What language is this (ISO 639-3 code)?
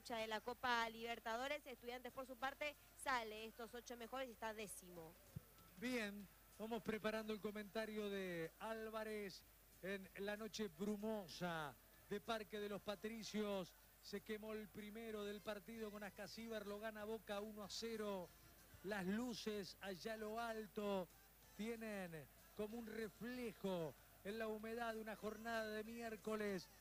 spa